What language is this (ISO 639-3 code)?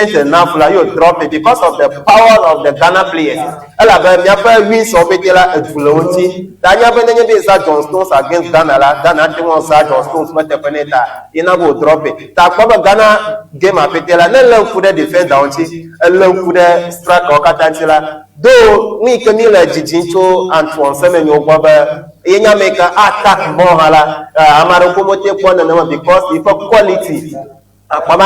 ewe